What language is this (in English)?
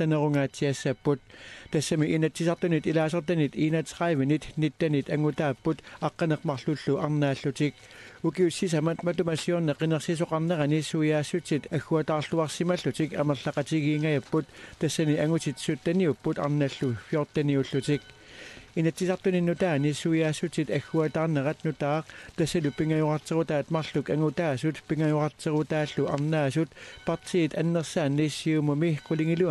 Kalaallisut